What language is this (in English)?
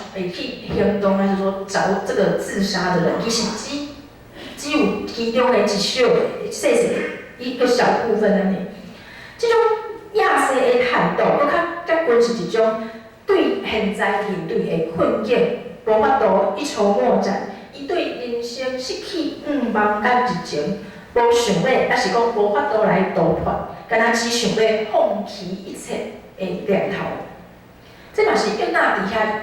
Min Nan Chinese